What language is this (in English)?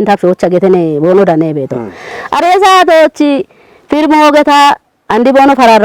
Kafa